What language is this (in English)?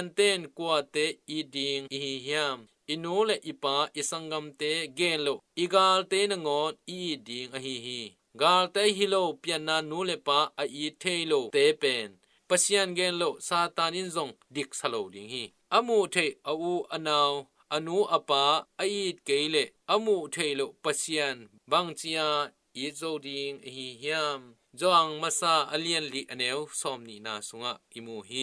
Tedim Chin